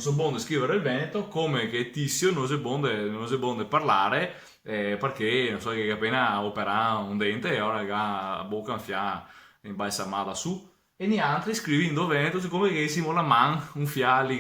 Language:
Venetian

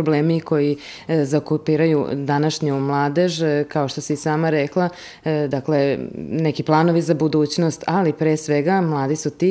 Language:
Serbian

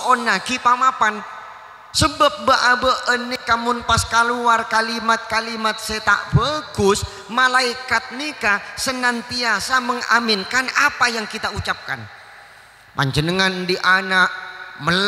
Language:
Madurese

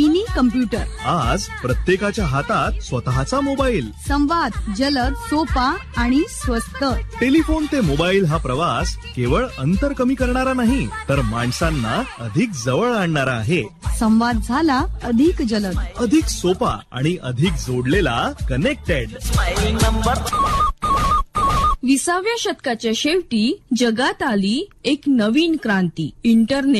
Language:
Marathi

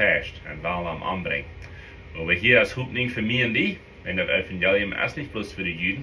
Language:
Plautdietsch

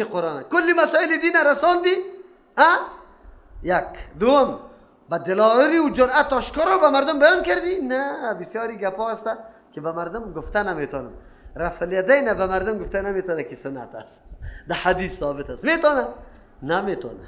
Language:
Persian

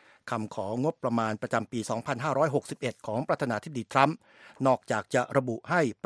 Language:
Thai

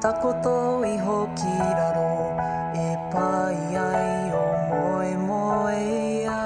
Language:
Māori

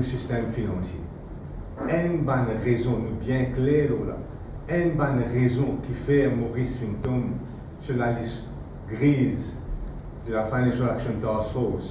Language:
Morisyen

